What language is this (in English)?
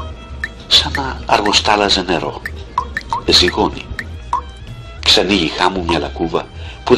Greek